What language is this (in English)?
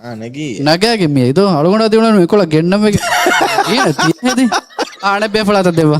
Divehi